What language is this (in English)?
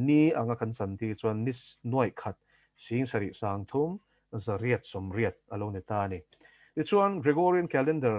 Mizo